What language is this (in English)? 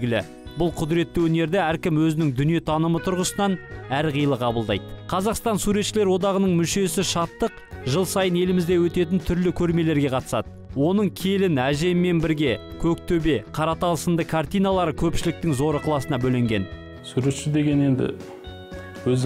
Kazakh